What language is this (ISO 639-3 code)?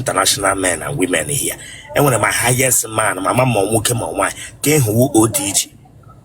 ibo